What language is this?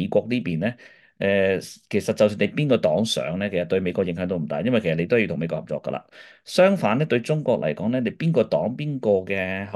Cantonese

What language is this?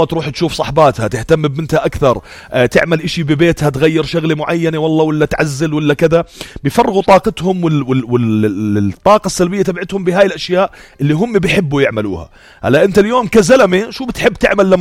North Levantine Arabic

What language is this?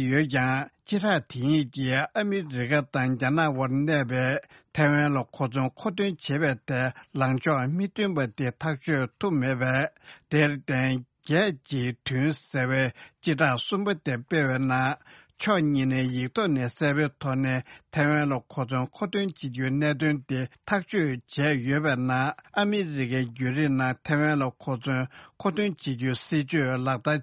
Tibetan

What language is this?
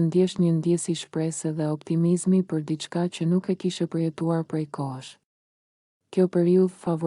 Albanian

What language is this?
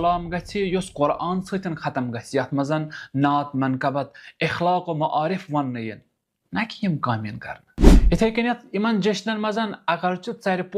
Kashmiri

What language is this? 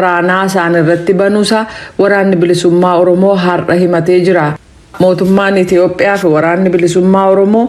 Oromo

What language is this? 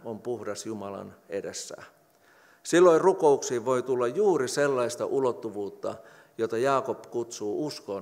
Finnish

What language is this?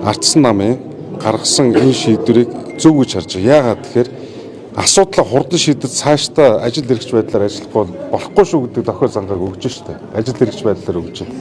Mongolian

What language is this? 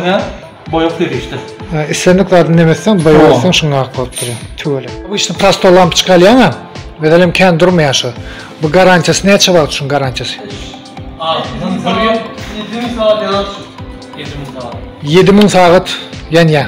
Turkmen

